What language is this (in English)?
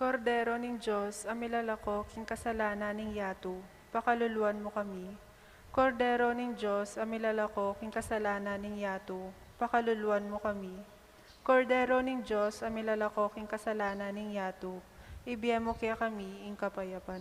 Pampanga